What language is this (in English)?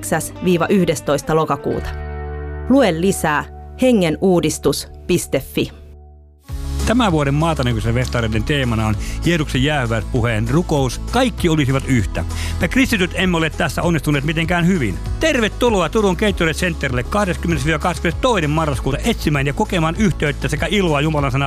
Finnish